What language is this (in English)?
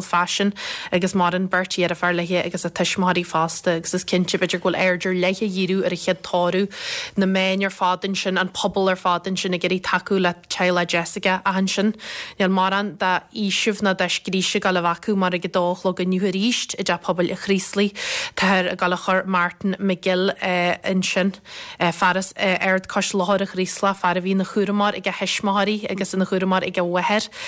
Irish